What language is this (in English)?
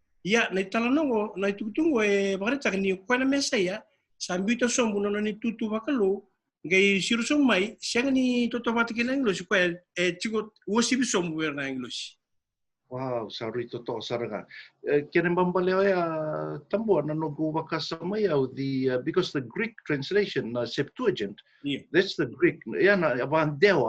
Fijian